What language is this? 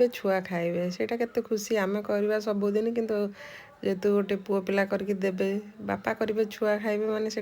Odia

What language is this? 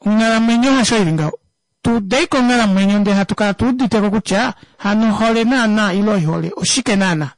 Kuanyama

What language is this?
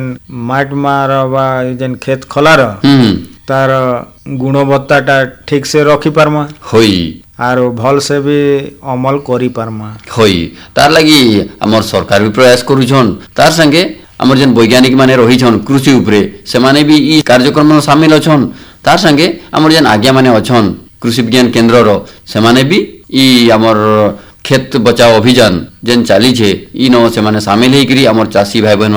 Odia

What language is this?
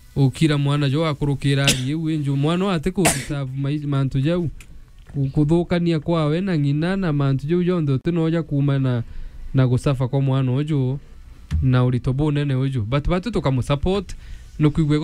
Meru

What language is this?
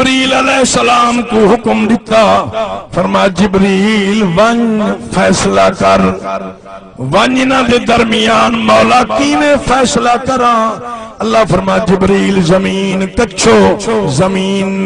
Saraiki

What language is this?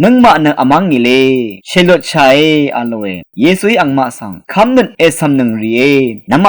Rawang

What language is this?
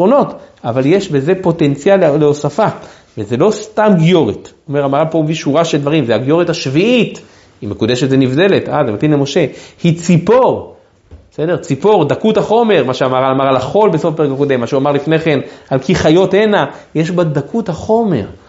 Hebrew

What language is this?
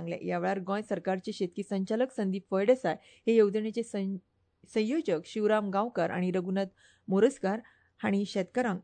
Konkani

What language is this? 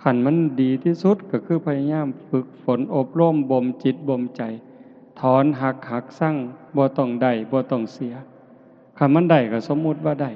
Northeastern Thai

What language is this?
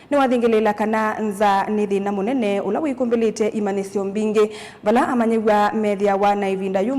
Kamba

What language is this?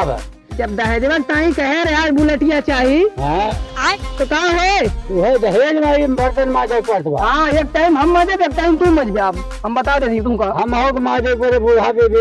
Awadhi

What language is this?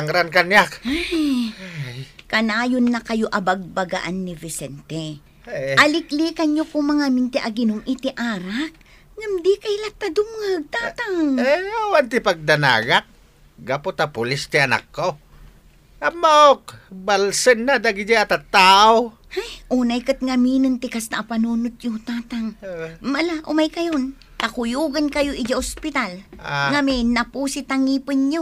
Iloko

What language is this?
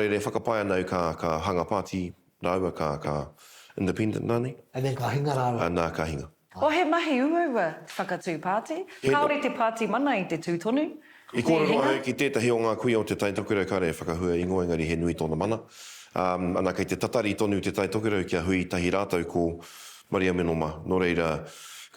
Māori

